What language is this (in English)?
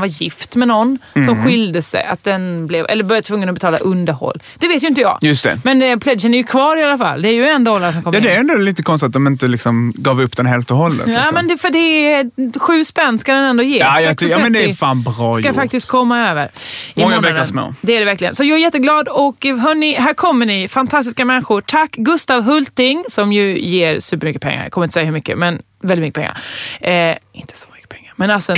Swedish